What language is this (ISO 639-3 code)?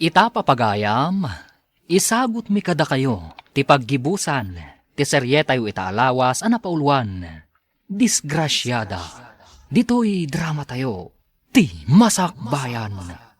ilo